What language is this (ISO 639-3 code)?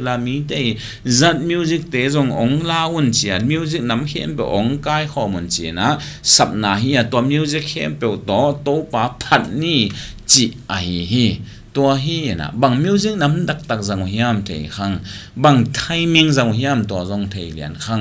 ctd